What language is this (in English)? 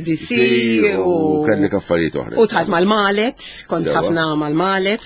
Maltese